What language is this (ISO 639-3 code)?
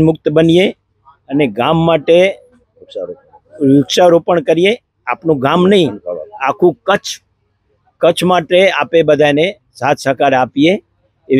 guj